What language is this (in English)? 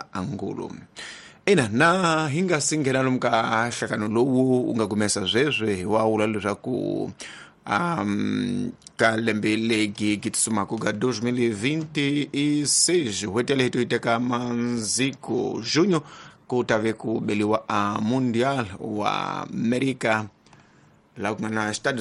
Tsonga